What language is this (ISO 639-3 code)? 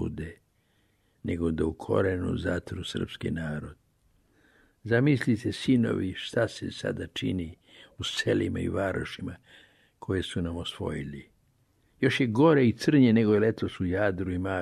srp